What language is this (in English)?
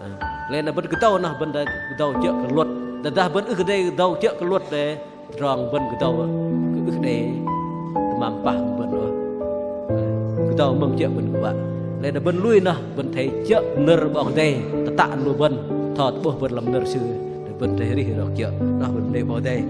Bahnar